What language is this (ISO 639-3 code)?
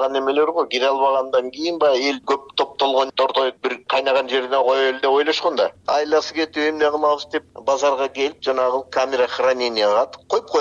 kir